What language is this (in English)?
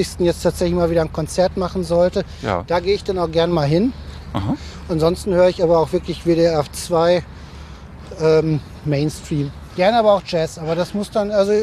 German